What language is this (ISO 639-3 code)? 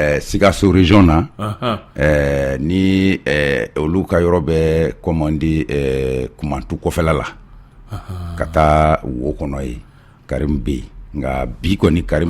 bam